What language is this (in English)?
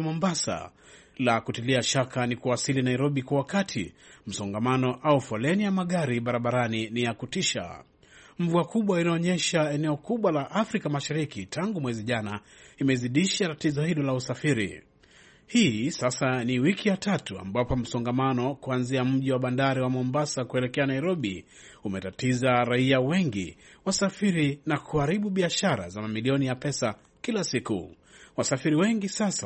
Swahili